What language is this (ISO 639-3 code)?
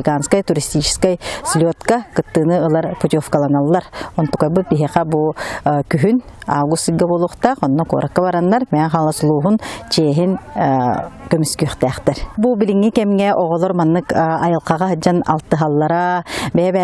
sah